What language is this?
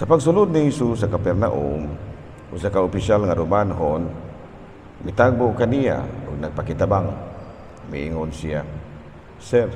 Cebuano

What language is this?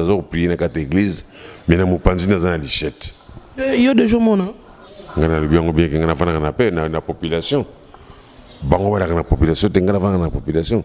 Lingala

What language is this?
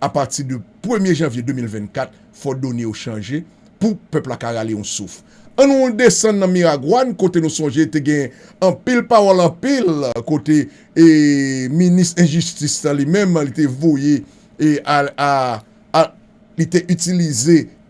Haitian Creole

